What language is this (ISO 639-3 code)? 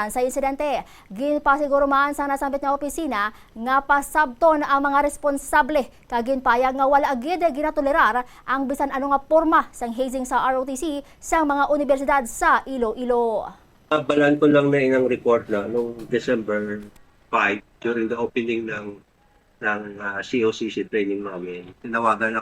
hil